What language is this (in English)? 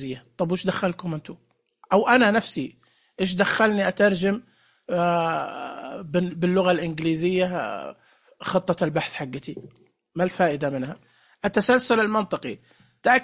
Najdi Arabic